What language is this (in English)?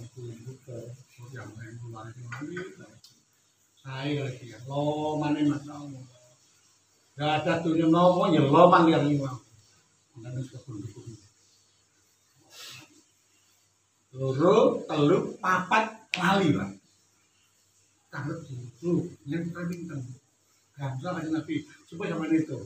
Javanese